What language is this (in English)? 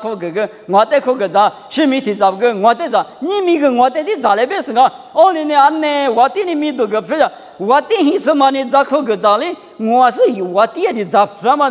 Lisu